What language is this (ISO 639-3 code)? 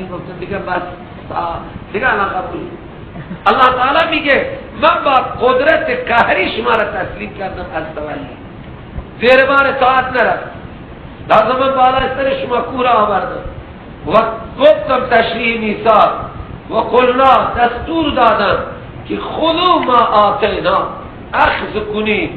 fas